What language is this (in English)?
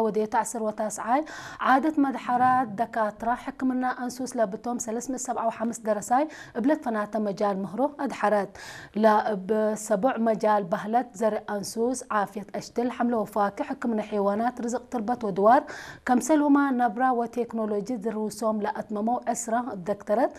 Tigre